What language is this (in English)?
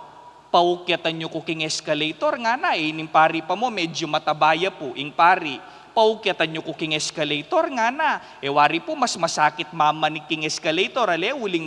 Pampanga